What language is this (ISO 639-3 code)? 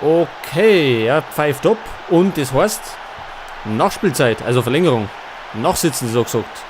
bar